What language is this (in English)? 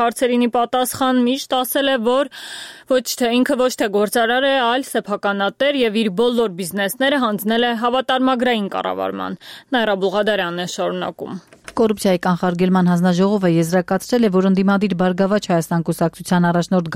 Armenian